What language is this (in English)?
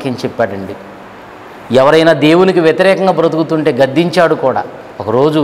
Telugu